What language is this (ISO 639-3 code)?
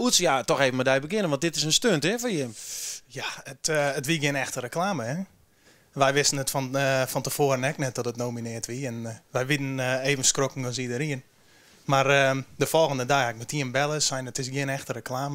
fry